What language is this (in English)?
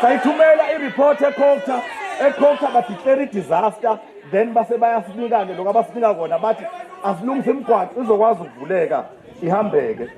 Zulu